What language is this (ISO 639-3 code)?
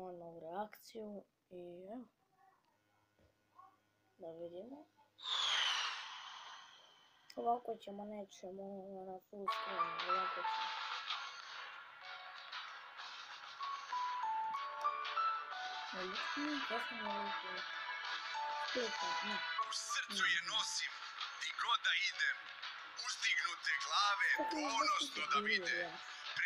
hrv